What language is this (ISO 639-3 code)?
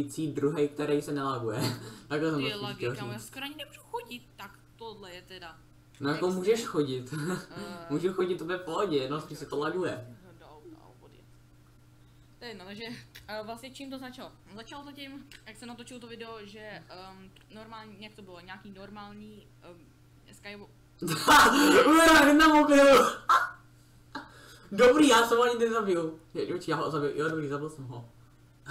ces